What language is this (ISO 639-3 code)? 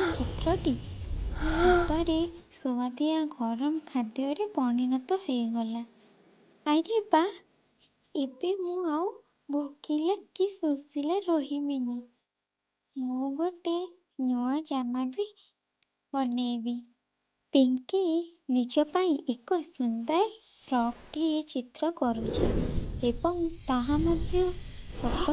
ori